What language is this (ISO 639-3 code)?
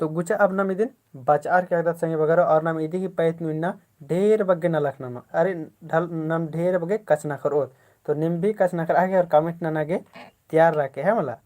kru